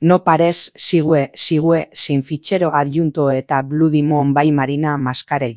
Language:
Basque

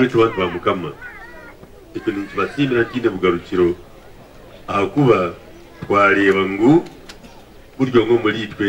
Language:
Kinyarwanda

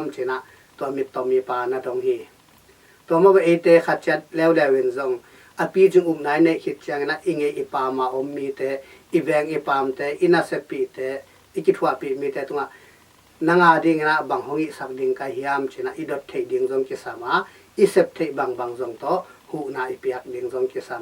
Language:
Tedim Chin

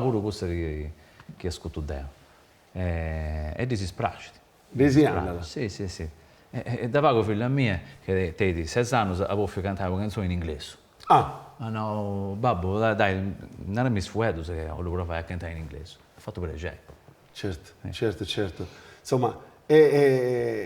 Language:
Sardinian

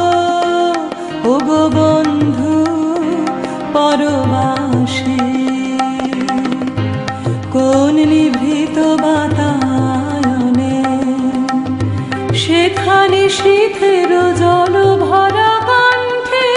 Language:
Bangla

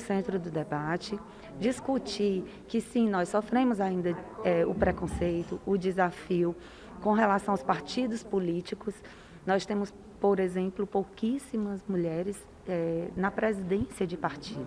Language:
Portuguese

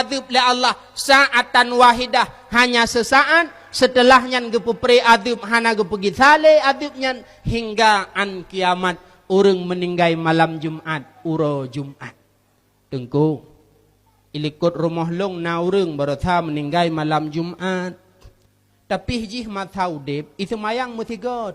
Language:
Achinese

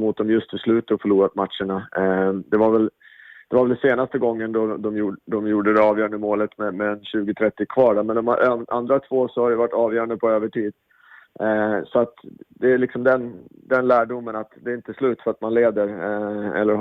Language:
Swedish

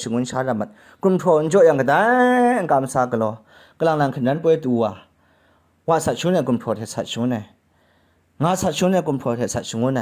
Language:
Kachin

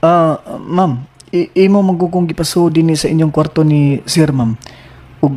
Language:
Cebuano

